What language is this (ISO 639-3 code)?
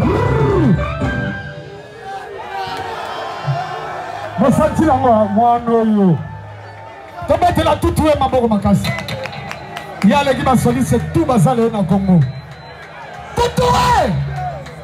lin